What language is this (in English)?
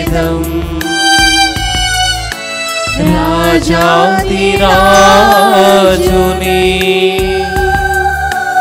Telugu